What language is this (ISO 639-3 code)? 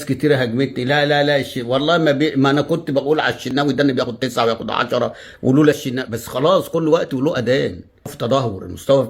arz